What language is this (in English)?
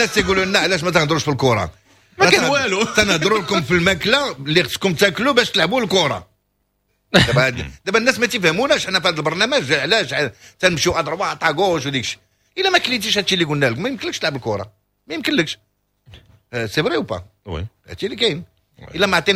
Moroccan Arabic